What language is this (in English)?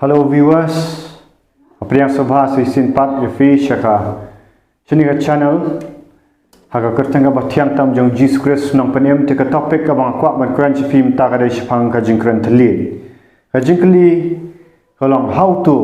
Khasi